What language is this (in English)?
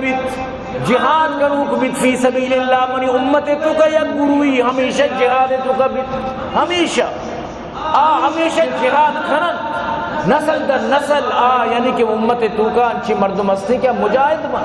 Baluchi